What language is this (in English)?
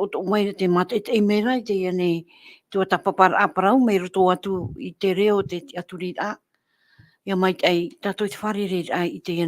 Tahitian